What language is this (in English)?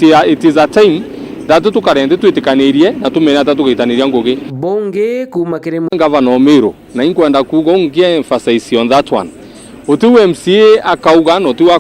Meru